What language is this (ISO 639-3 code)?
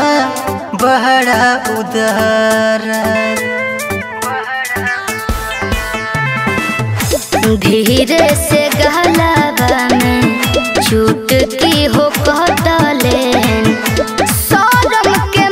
bho